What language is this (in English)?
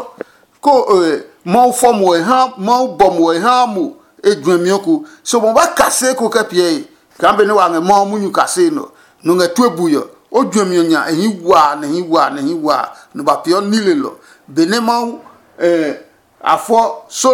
Adangme